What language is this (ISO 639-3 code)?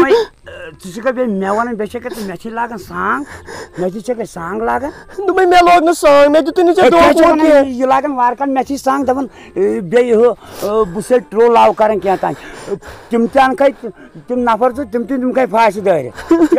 kas